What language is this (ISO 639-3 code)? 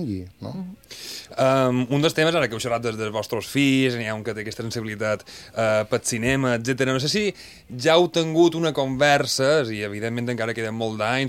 cat